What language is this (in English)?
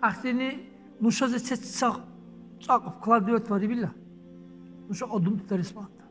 Dargwa